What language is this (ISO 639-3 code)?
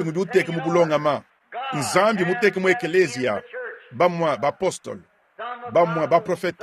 lua